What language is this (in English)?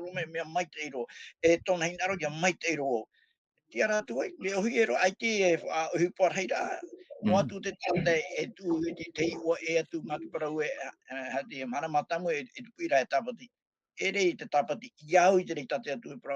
Tahitian